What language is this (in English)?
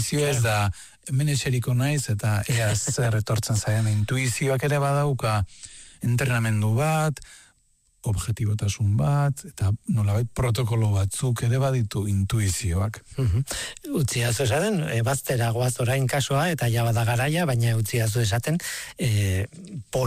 Basque